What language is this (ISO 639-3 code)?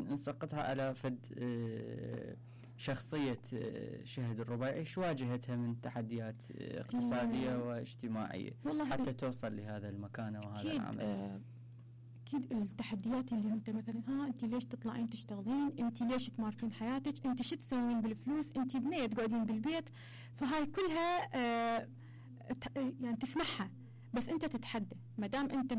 acm